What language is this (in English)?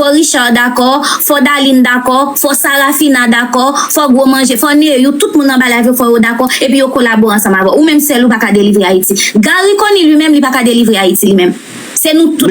Haitian Creole